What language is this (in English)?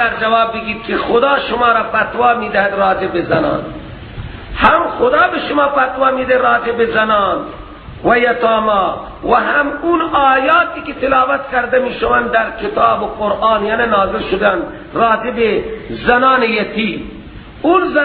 Persian